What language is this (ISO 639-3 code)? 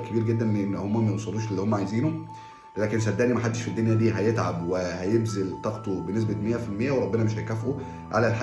arz